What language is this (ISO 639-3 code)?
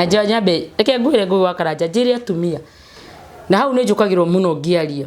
kik